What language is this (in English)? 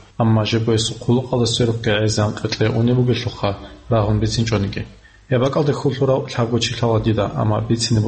Avaric